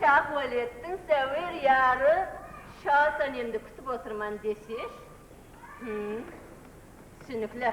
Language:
Kara-Kalpak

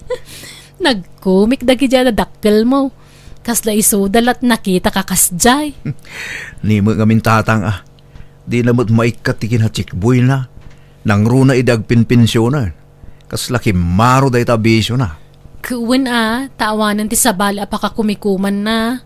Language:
Iloko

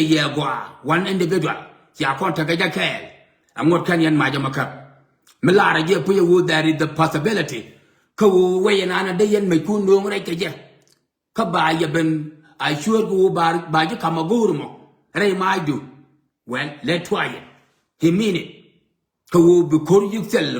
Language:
Nuer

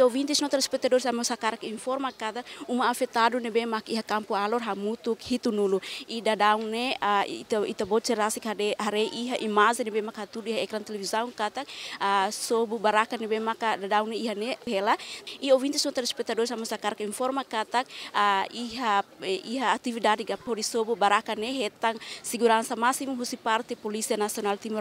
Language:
Tetum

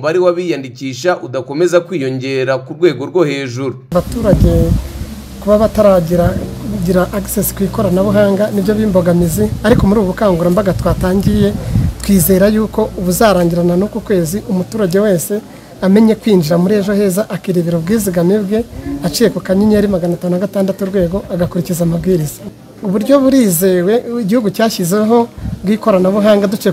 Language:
Kinyarwanda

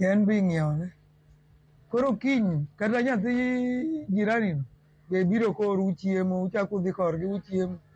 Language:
Luo (Kenya and Tanzania)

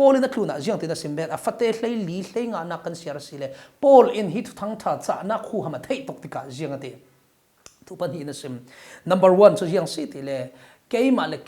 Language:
Falam Chin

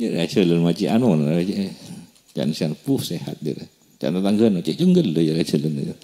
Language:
Madurese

